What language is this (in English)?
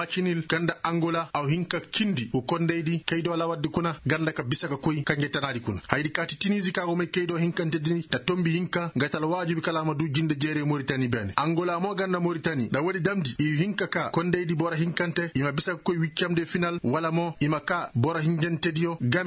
Koyraboro Senni